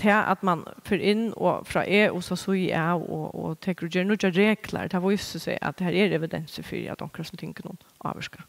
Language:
Faroese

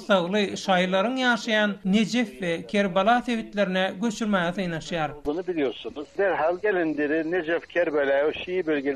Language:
Turkmen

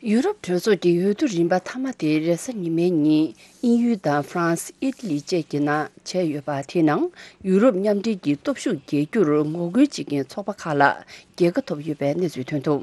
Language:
Tibetan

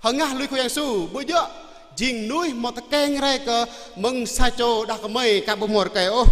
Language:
Jarai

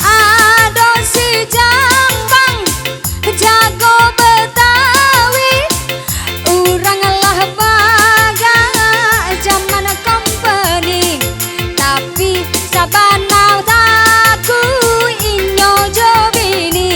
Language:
Minangkabau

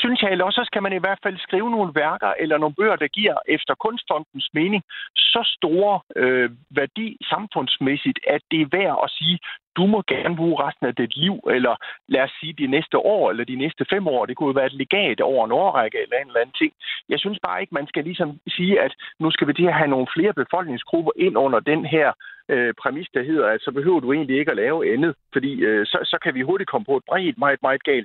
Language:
Danish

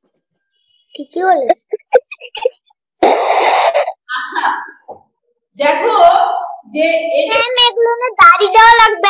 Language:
Bangla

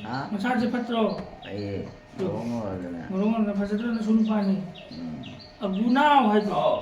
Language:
Manipuri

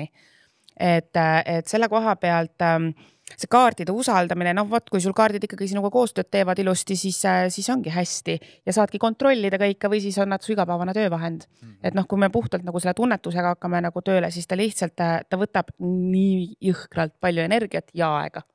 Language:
Estonian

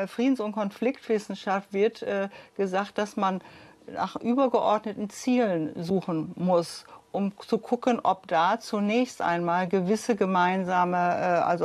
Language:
German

